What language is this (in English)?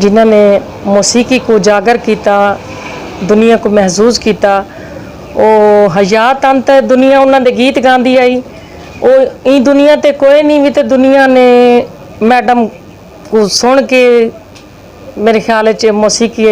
Saraiki